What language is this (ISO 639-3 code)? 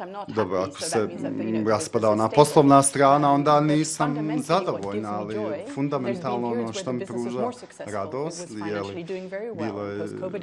bos